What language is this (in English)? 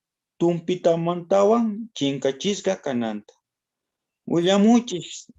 South Bolivian Quechua